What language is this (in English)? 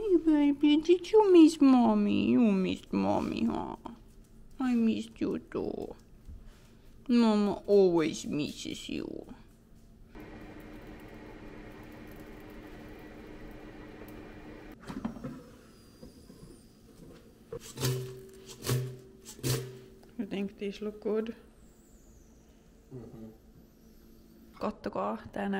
Finnish